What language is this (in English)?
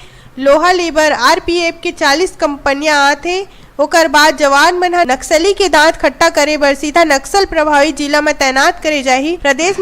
Chhattisgarhi